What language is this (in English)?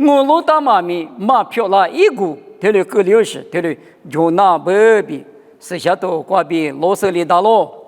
Lisu